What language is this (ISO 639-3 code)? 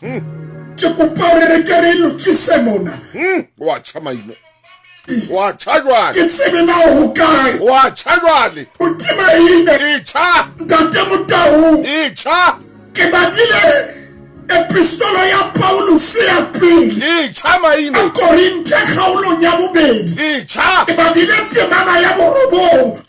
sot